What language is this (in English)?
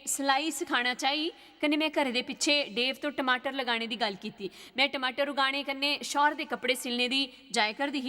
Dogri